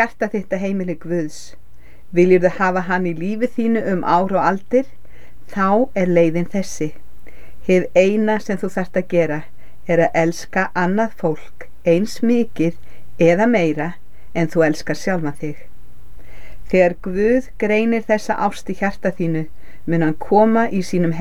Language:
Icelandic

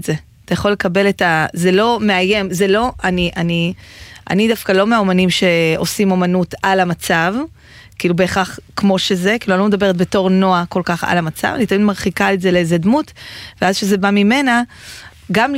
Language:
Hebrew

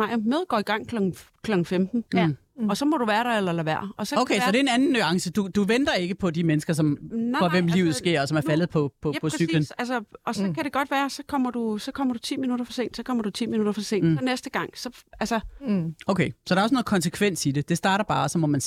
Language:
Danish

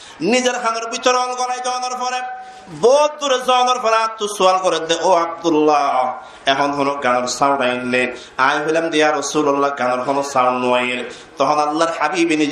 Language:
Rohingya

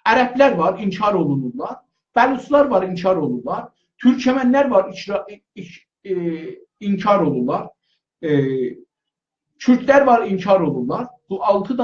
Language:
South Azerbaijani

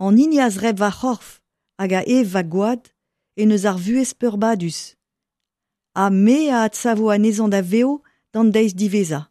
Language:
Breton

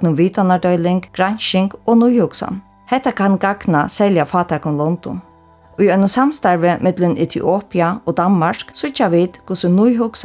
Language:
Faroese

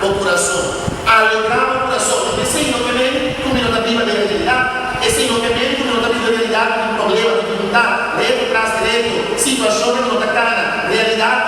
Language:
Papiamento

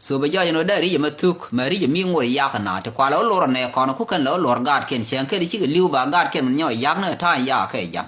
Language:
Nuer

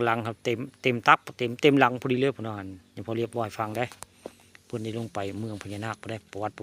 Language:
Northeastern Thai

